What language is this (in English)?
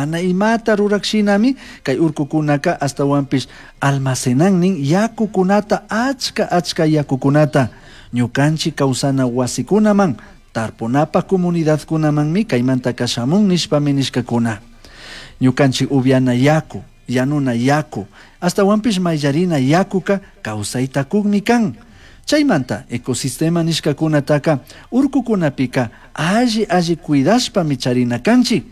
Chimborazo Highland Quichua